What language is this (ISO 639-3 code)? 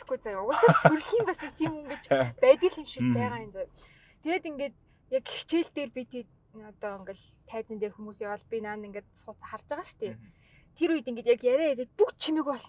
mon